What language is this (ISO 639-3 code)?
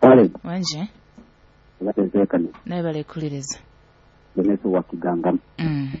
nyo